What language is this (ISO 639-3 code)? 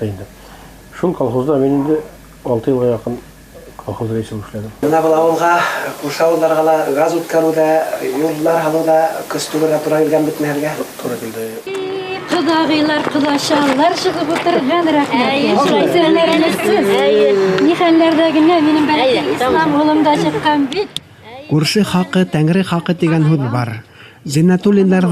bak